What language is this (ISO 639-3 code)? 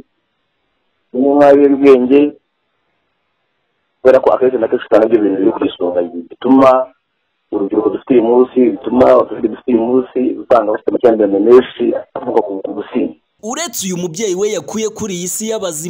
kin